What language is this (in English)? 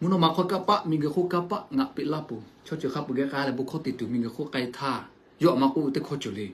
Lahu